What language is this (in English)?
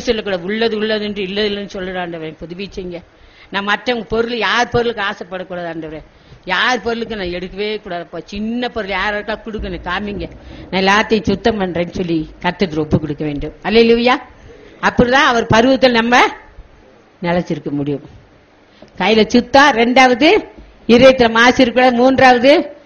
Tamil